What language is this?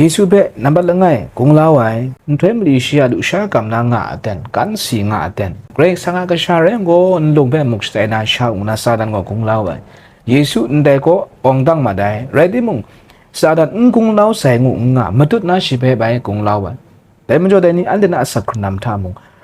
Kachin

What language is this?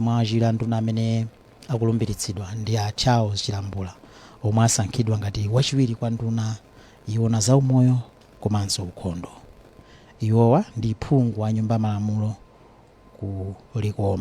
Nyanja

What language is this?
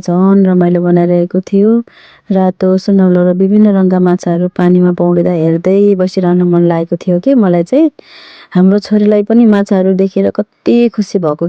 Nepali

